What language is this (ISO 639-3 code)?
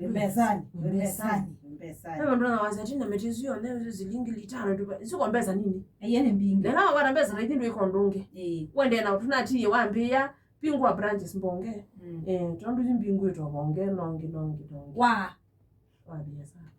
kam